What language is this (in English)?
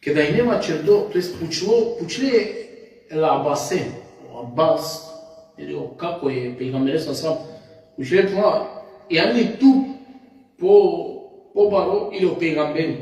Balkan Romani